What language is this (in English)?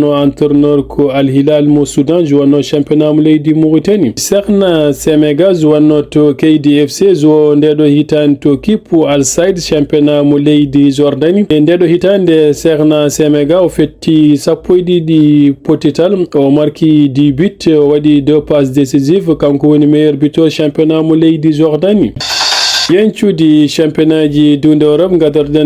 Fula